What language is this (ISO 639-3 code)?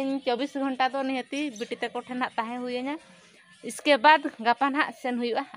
sat